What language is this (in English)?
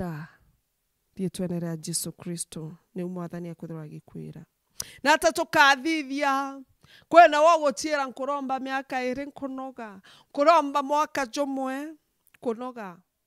Meru